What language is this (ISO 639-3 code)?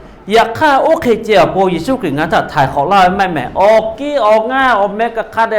lhu